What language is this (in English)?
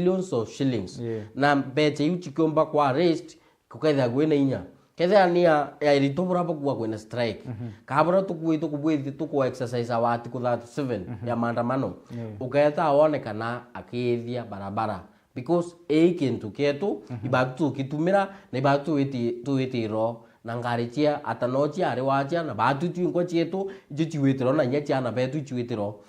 Meru